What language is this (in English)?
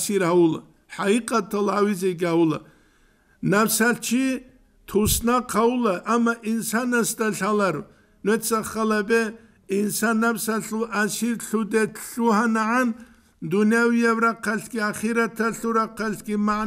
Avaric